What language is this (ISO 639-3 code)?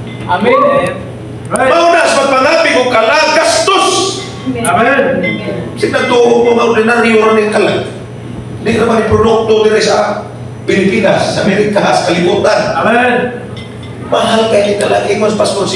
ceb